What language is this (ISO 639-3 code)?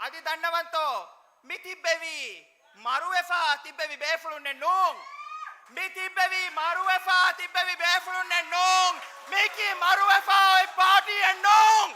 div